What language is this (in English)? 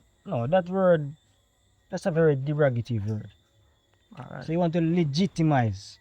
Jamaican Creole English